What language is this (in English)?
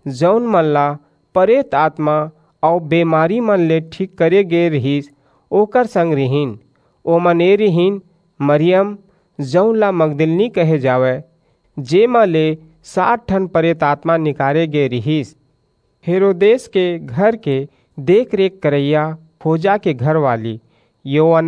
Chhattisgarhi